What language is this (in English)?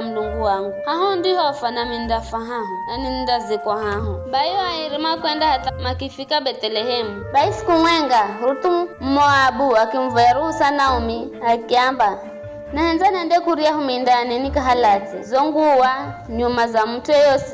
Giryama